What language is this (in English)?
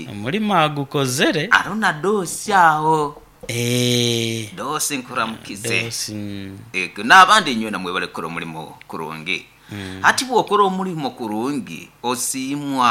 Nyoro